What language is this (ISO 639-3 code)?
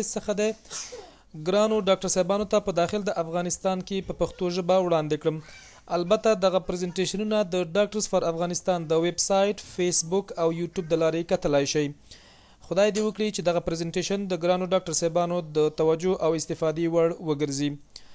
pus